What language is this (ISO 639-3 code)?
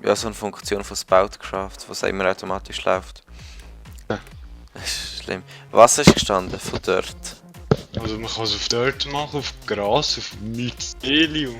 gsw